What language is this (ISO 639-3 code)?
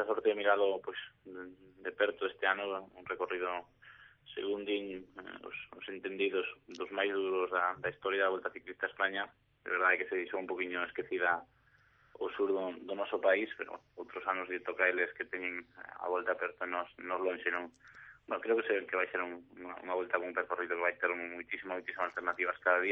glg